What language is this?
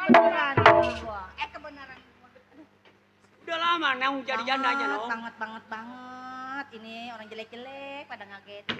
Betawi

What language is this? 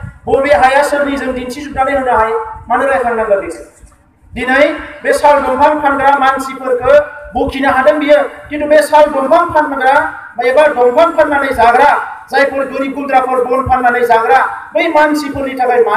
Bodo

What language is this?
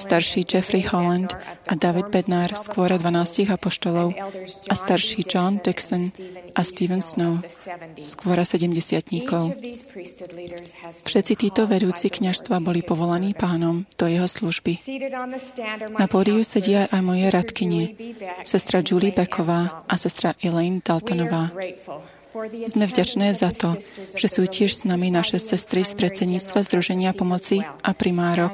Slovak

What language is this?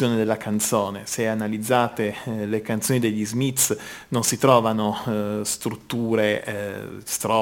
Italian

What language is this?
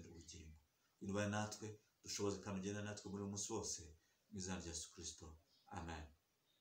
Kinyarwanda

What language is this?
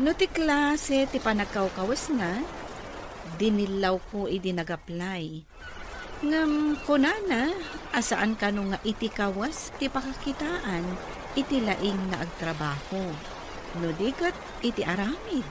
Iloko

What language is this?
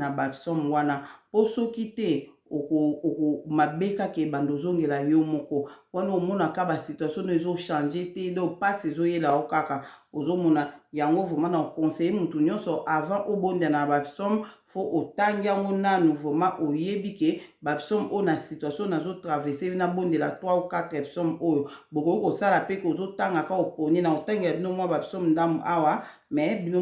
Lingala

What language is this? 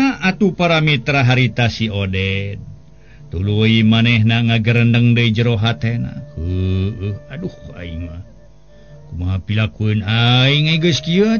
Sundanese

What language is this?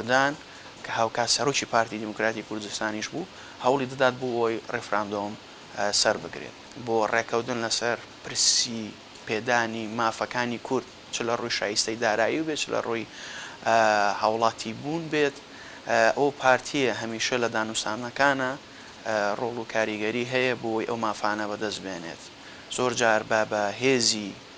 Central Kurdish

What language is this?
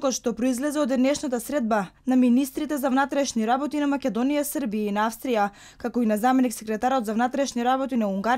Macedonian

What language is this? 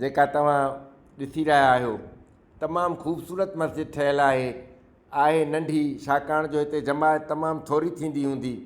Sindhi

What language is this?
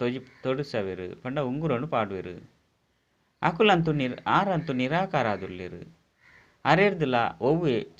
Tulu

